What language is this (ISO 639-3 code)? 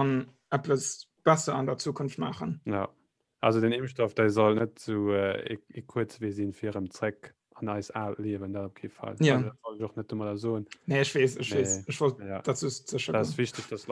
ltz